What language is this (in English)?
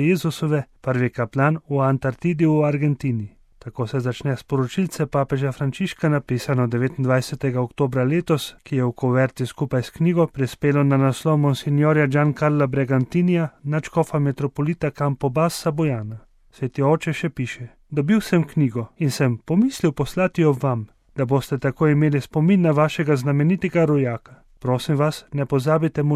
Slovenian